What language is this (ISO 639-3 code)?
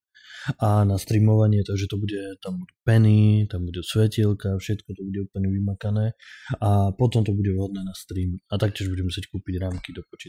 slk